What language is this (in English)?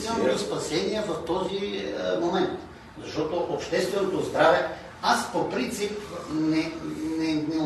Bulgarian